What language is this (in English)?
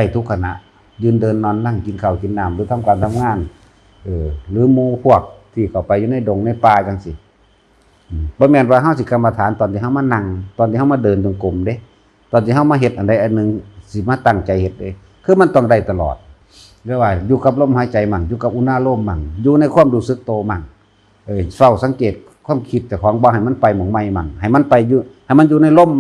Lao